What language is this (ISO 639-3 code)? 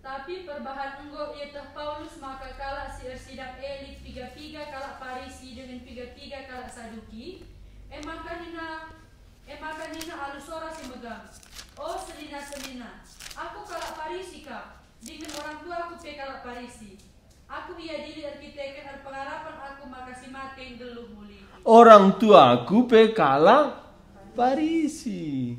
btx